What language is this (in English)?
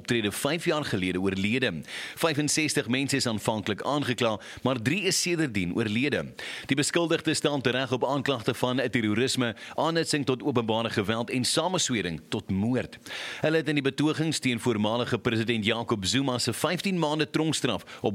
Afrikaans